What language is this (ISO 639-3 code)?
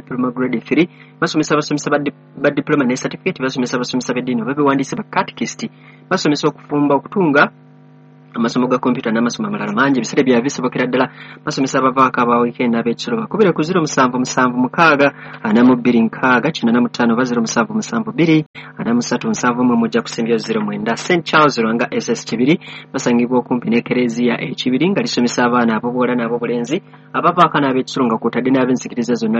lug